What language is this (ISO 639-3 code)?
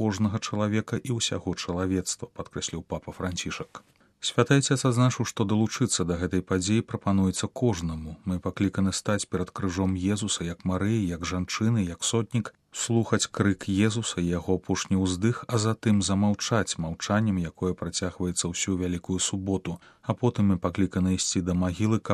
bel